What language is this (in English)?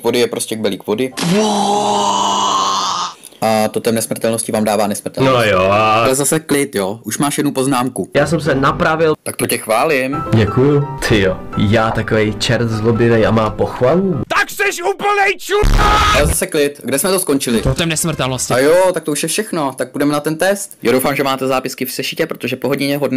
Czech